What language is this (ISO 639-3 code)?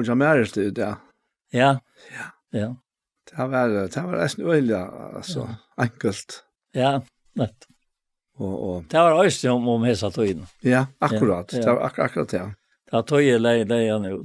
fao